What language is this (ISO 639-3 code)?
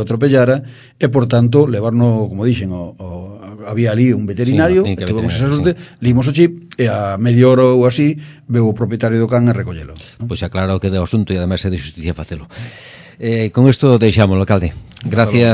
glg